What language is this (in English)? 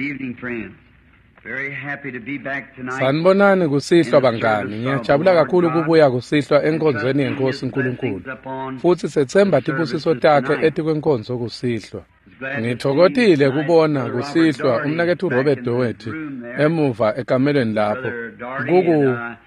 Swati